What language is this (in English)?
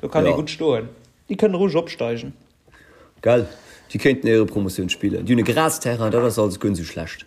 Luxembourgish